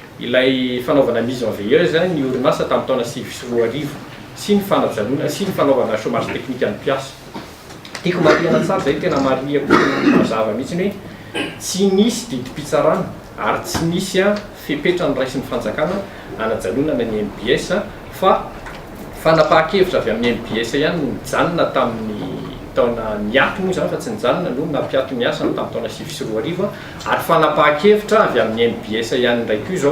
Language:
Malagasy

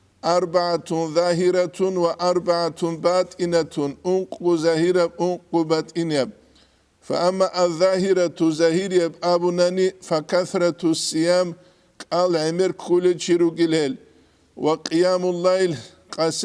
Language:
Avaric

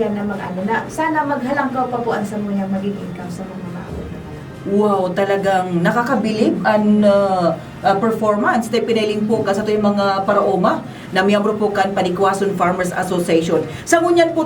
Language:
Bikol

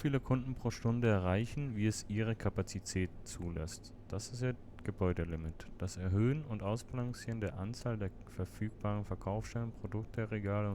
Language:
Swiss German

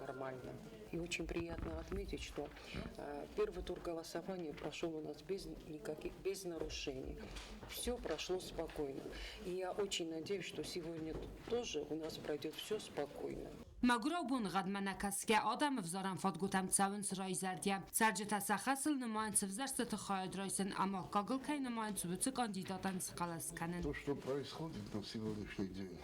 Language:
Ossetic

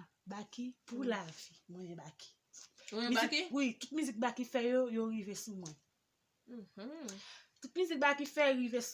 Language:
Haitian Creole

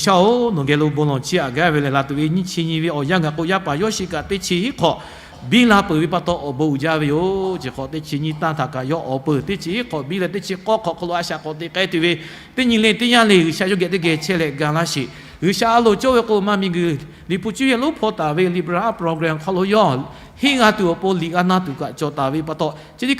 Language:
Lahu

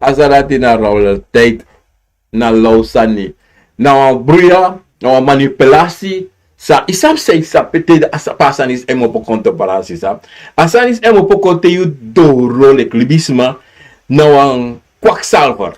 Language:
Sranan Tongo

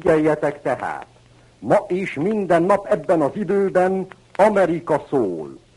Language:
Hungarian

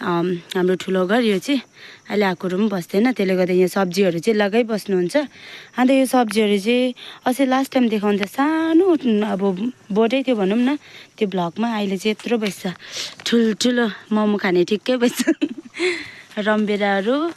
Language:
Nepali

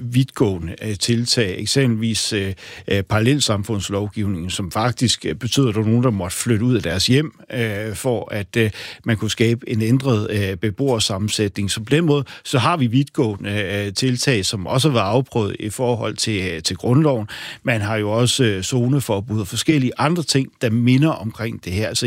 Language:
Danish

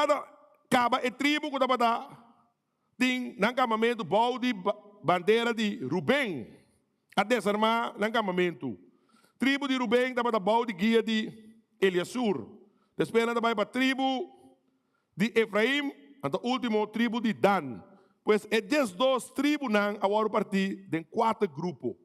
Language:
Papiamento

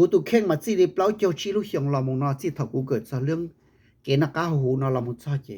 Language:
Hmong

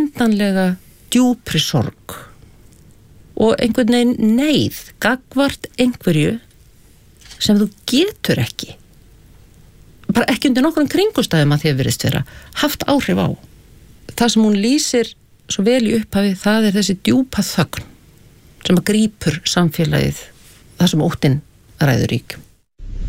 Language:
Icelandic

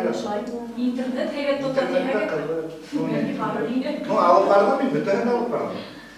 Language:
Bashkir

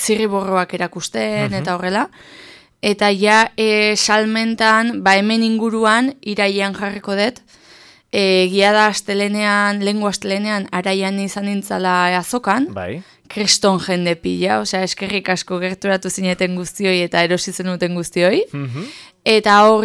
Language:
Basque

